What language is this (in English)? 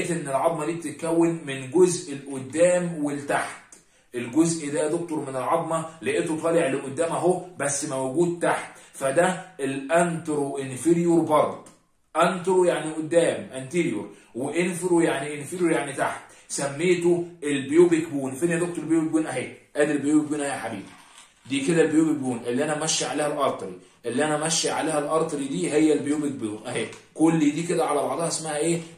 Egyptian Arabic